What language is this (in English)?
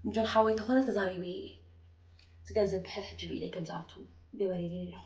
Tigrinya